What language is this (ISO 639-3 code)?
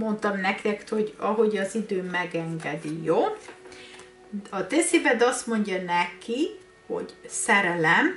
hun